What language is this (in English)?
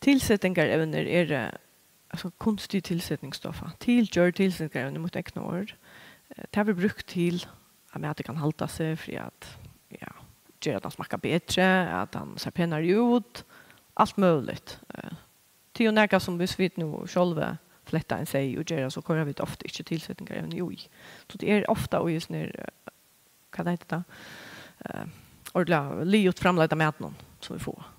Faroese